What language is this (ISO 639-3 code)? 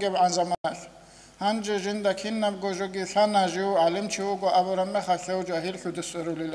ava